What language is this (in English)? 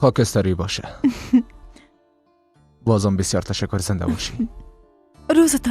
Persian